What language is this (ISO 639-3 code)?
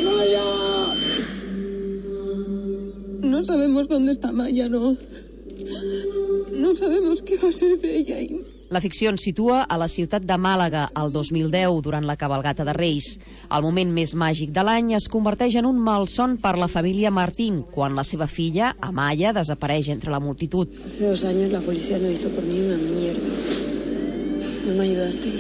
cat